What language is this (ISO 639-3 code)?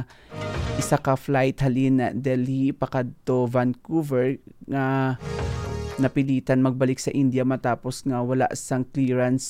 hil